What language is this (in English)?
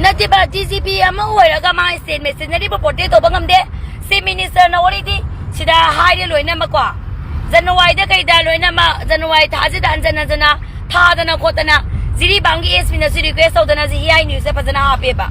Manipuri